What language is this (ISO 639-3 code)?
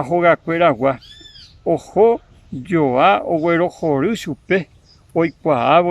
grn